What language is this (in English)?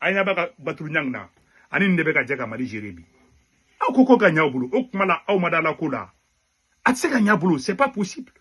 Bambara